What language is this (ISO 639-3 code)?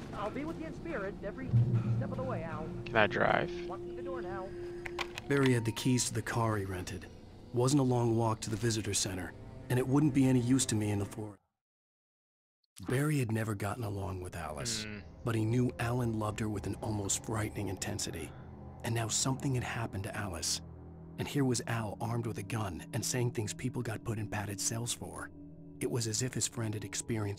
eng